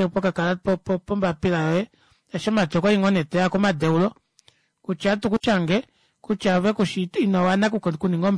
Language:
Kuanyama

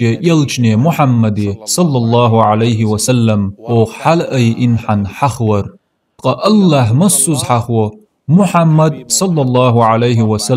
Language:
Chechen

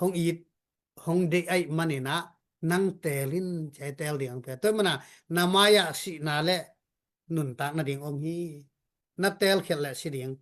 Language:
Tedim Chin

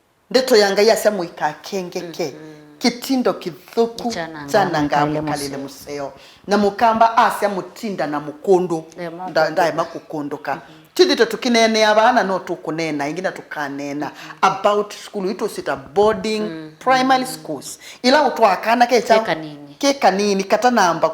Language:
Kamba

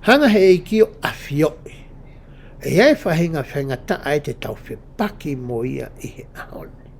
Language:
Tongan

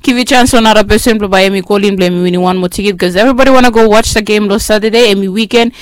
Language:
Bislama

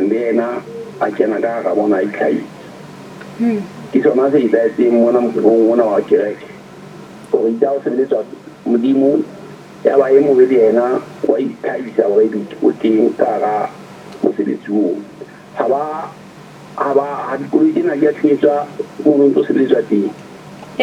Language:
Southern Sotho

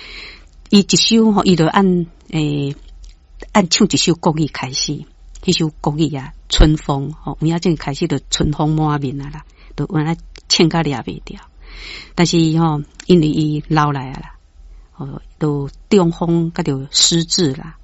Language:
Min Nan Chinese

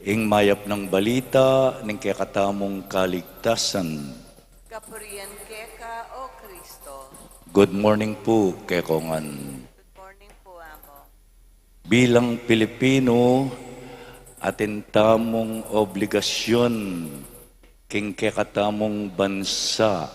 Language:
Pampanga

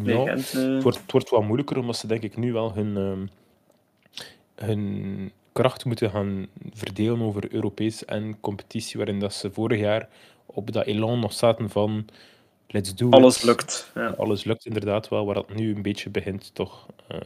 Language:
Dutch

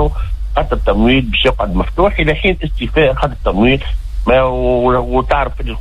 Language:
Tunisian Arabic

